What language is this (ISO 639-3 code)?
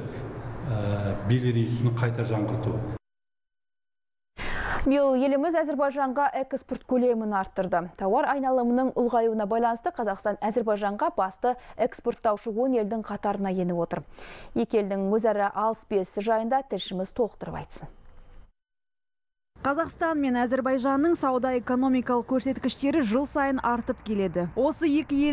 kaz